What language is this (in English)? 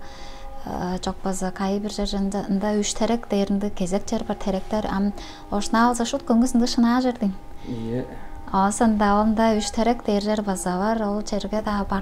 Tuvinian